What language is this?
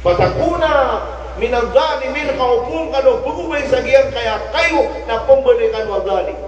Maranao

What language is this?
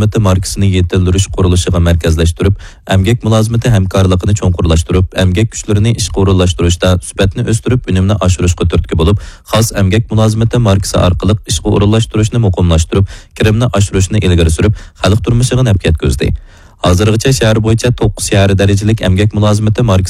Uyghur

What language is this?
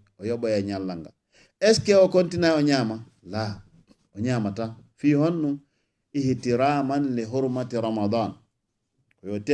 Fula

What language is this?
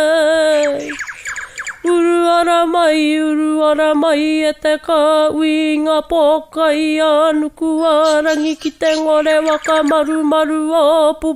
Māori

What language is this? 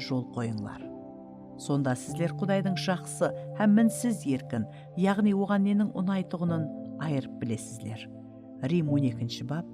Kara-Kalpak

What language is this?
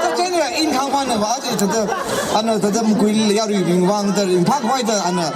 Tangkhul Naga (India)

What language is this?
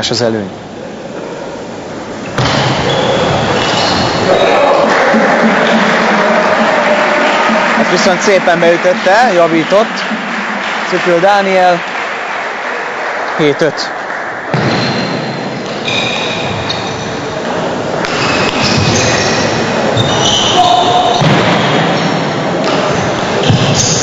Hungarian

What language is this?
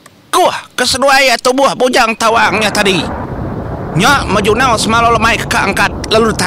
Iban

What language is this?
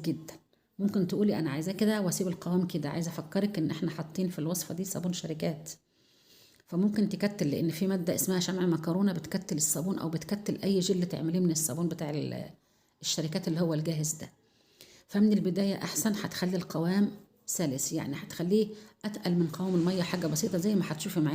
Egyptian Arabic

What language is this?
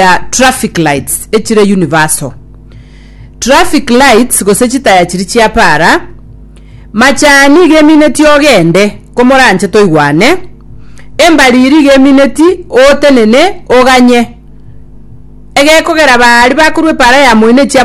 Gusii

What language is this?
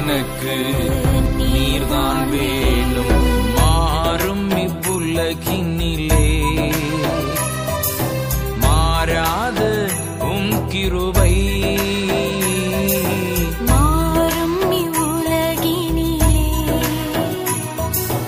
Tamil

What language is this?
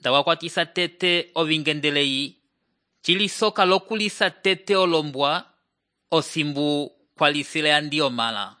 Umbundu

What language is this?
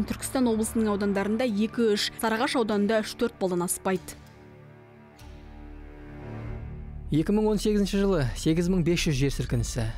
Kazakh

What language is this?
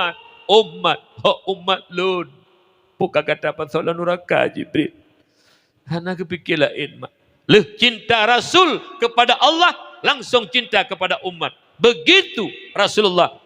Achinese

